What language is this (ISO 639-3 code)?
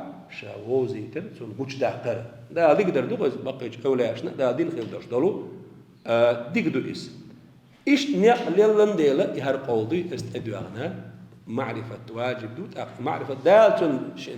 che